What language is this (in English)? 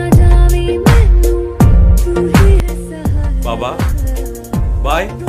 Konkani